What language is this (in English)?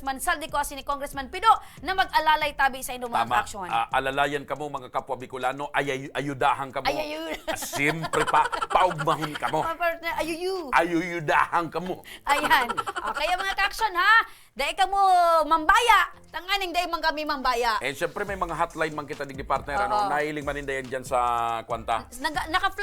Bikol